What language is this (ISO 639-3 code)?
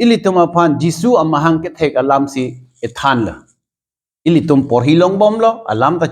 mjw